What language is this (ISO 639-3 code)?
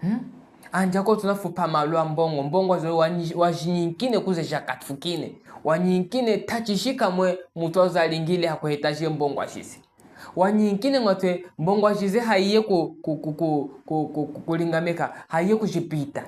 cjk